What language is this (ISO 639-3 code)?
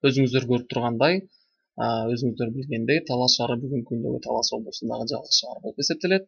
kir